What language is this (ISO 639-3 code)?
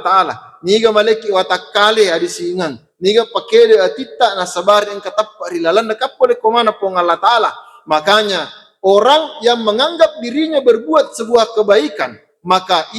bug